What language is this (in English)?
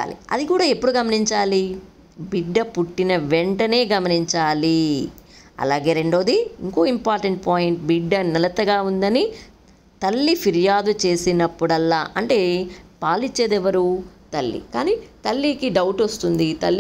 Telugu